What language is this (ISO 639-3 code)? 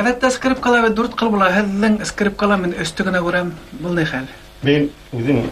bak